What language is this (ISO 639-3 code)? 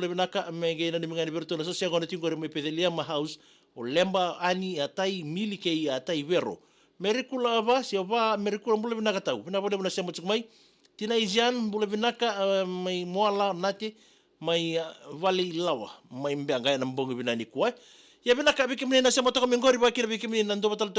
fij